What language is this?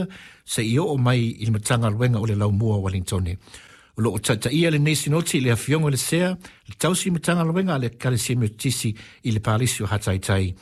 Samoan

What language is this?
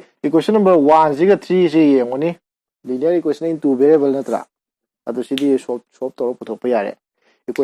Manipuri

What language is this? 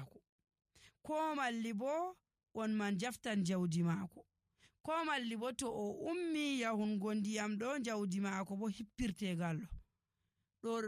Nigerian Fulfulde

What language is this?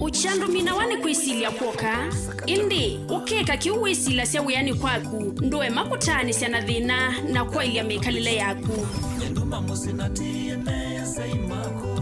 Kamba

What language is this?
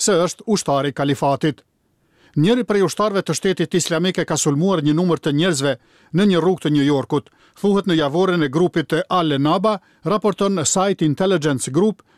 Albanian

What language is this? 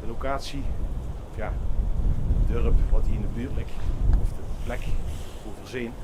Limburgish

